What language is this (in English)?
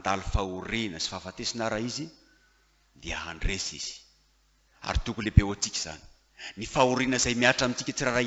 Malagasy